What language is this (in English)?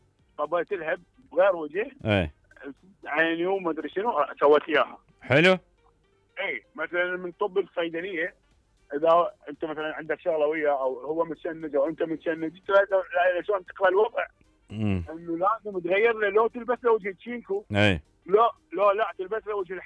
Mesopotamian Arabic